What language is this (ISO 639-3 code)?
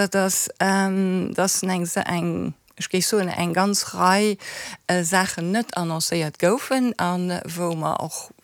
ltz